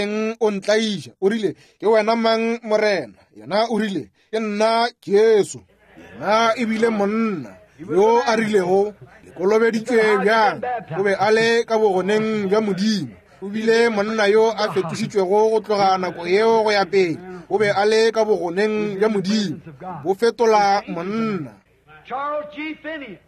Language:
Northern Sotho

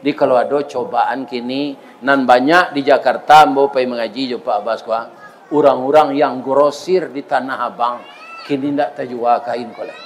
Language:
Minangkabau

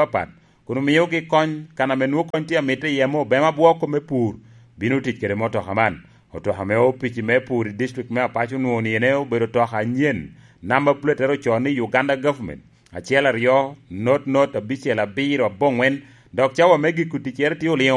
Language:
Lango (Uganda)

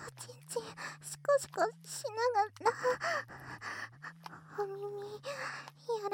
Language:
Japanese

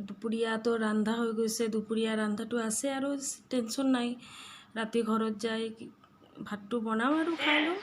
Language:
Assamese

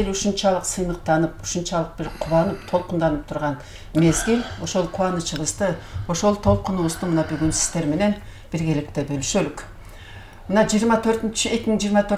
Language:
Kyrgyz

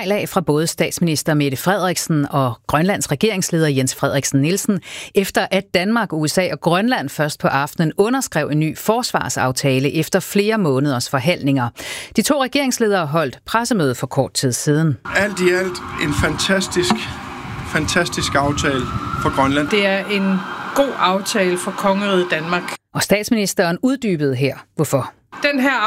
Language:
Danish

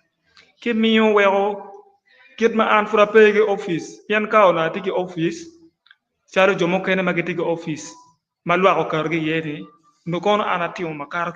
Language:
Acoli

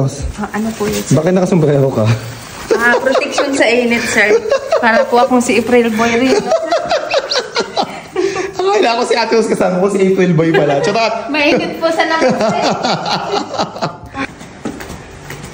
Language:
Filipino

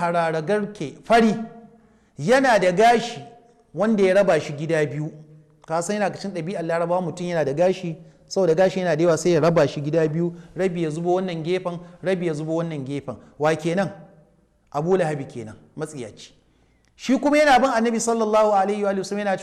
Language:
Hausa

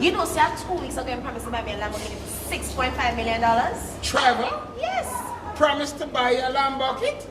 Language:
Jamaican Creole English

